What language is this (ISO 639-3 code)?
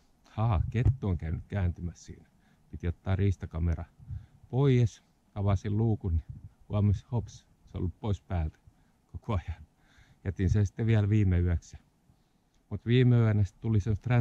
fin